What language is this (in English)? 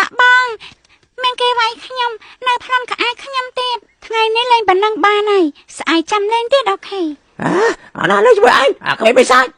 Khmer